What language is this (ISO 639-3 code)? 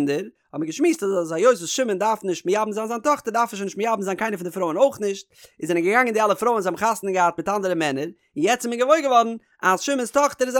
yid